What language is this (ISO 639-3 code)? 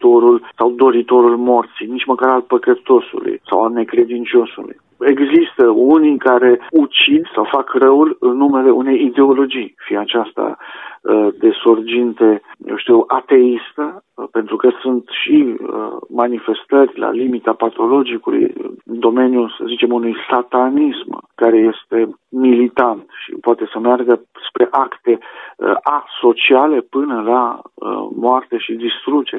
ron